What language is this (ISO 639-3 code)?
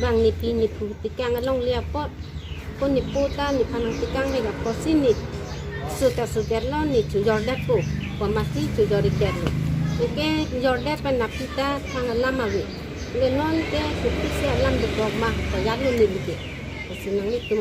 mjw